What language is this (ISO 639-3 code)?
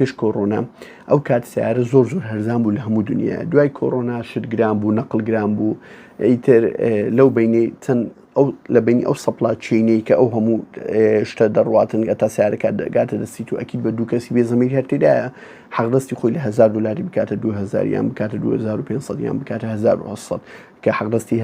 ckb